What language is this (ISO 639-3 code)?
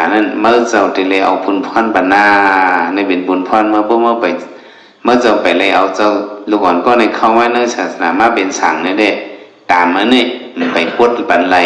shn